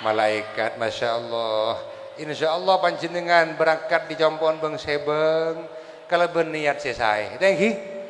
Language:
Madurese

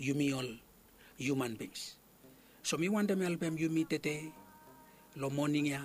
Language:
Bislama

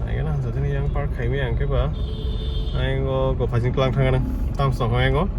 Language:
Kok Borok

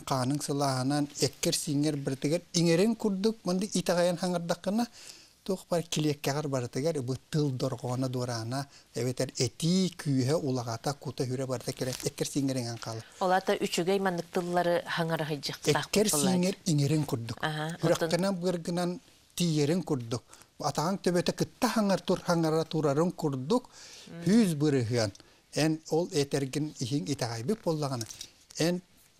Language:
Yakut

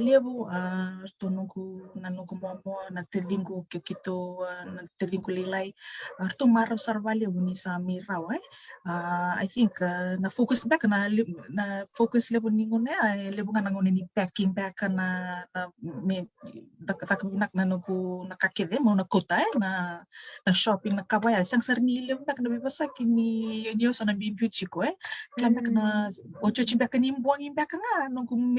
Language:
Fijian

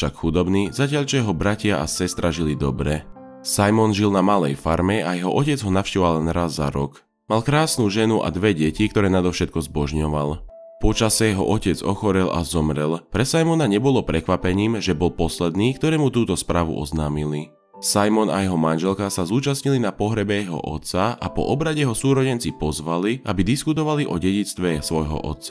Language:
Slovak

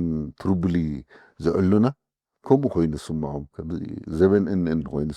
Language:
Tigrinya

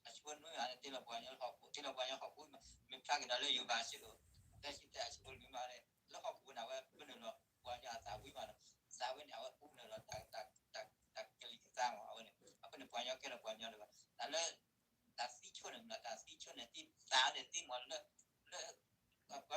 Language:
S'gaw Karen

